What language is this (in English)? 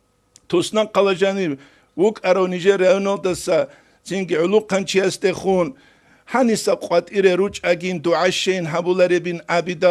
Avaric